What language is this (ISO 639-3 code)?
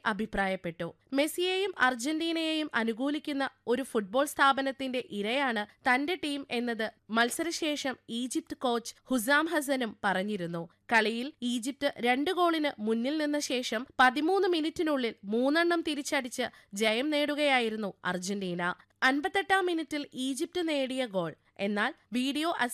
mal